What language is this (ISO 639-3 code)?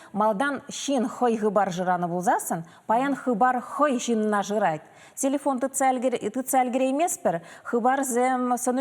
chv